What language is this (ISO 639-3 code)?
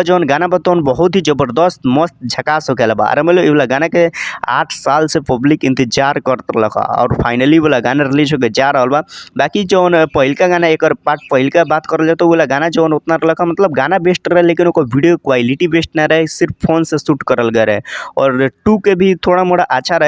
bho